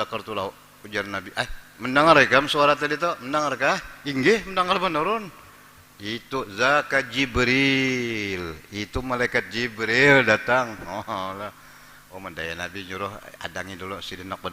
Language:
Banjar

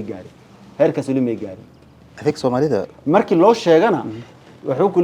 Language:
Somali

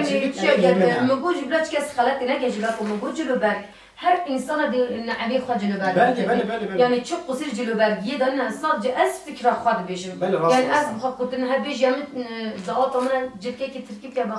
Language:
Kurdish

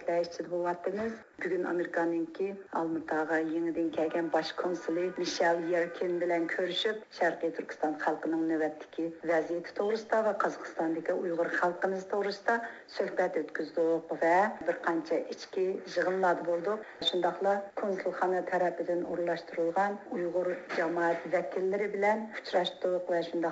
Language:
Uyghur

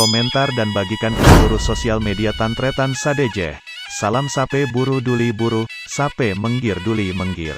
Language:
Madurese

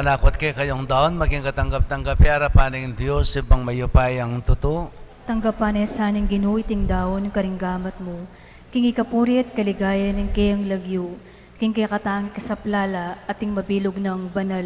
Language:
Pampanga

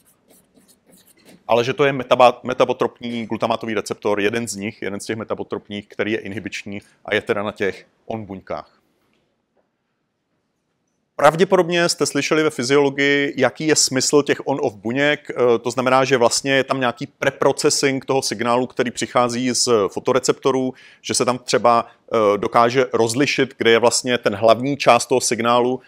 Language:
Czech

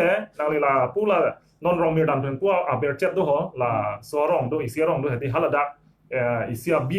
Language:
Karbi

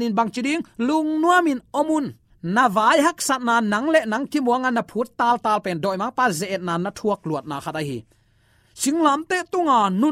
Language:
Tedim Chin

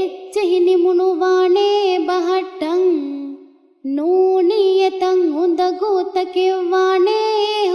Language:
Divehi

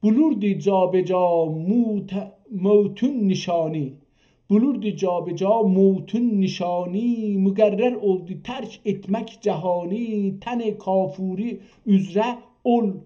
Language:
South Azerbaijani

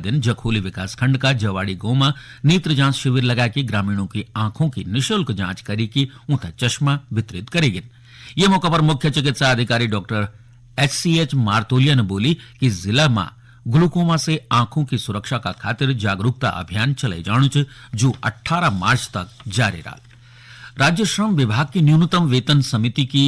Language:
Garhwali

